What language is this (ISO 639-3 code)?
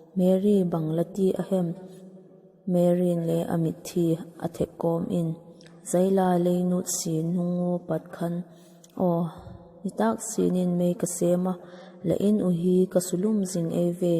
vap